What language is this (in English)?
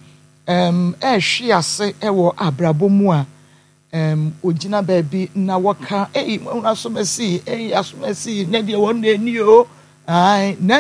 Akan